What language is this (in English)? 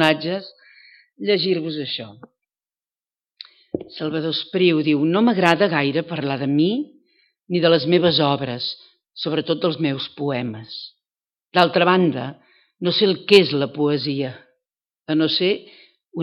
Catalan